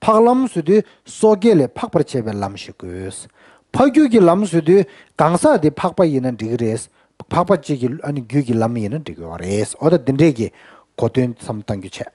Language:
Tibetan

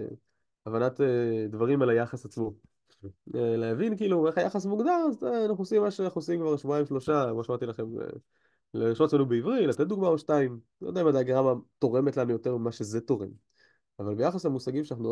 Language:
Hebrew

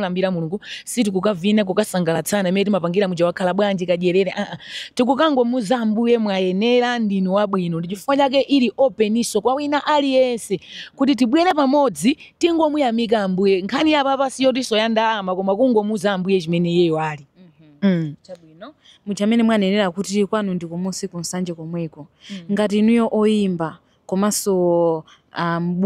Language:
Nyanja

